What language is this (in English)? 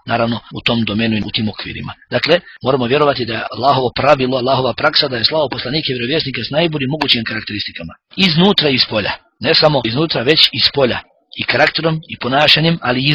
Bosnian